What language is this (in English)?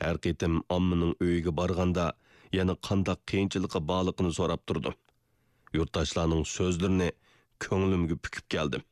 Uyghur